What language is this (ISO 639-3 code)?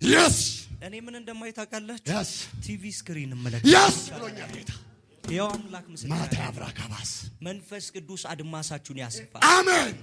amh